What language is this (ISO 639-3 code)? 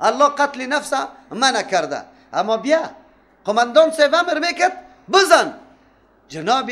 fas